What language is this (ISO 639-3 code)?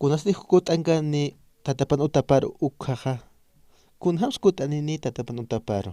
aym